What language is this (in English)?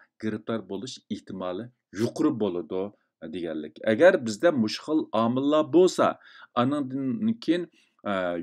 Uyghur